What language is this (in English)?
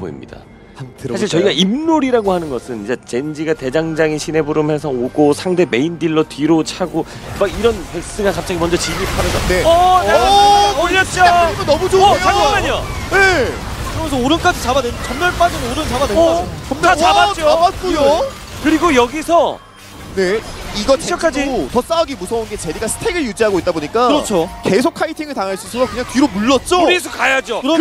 Korean